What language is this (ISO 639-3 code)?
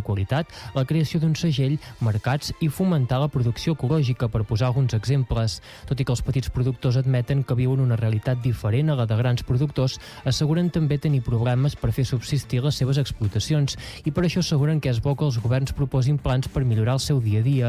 cat